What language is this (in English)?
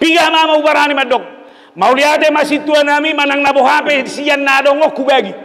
Batak Toba